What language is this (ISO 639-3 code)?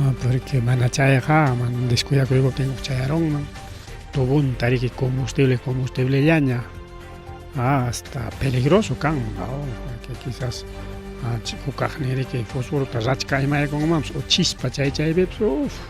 quy